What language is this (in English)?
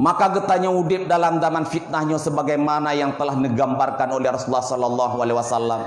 Achinese